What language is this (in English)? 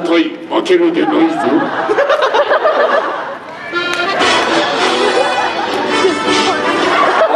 Japanese